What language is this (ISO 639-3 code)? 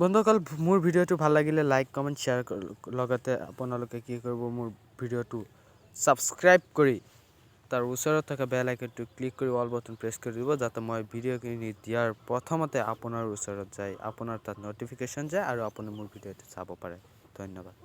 asm